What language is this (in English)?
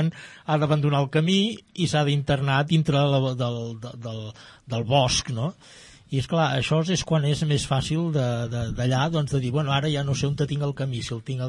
Catalan